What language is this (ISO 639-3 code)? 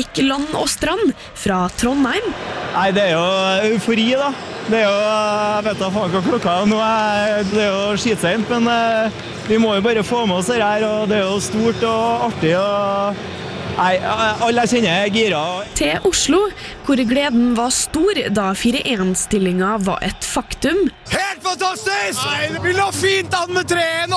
nor